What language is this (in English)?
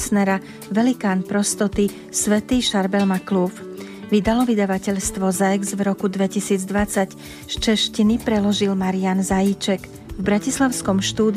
Slovak